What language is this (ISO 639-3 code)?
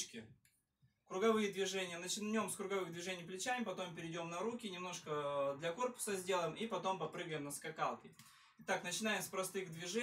rus